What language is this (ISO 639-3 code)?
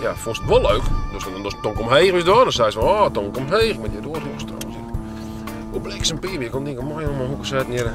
fry